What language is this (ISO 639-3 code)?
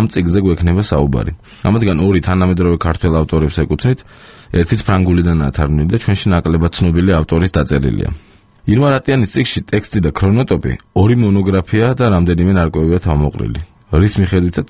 kat